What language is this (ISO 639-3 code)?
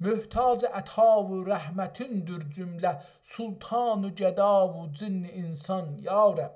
azb